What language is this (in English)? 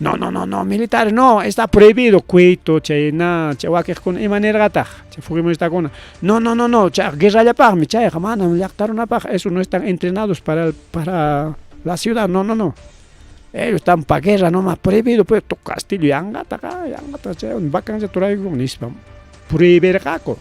Ayacucho Quechua